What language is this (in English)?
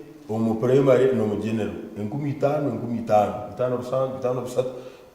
Nyankole